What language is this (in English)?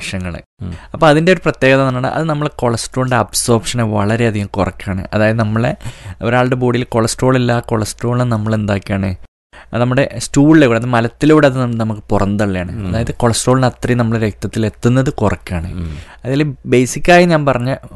Malayalam